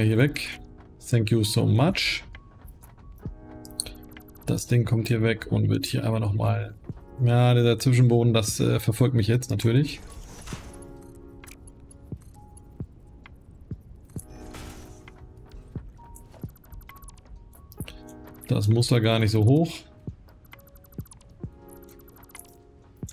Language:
German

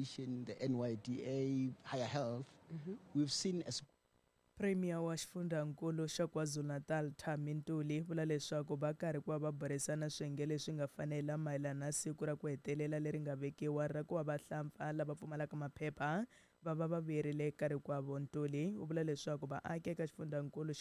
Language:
Tsonga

